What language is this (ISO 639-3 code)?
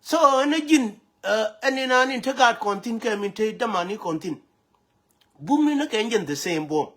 nus